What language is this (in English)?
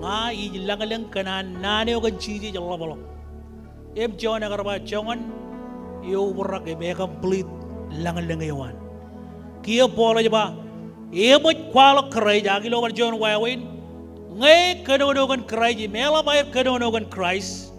Marshallese